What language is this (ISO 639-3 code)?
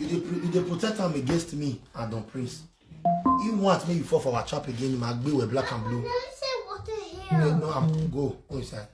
pcm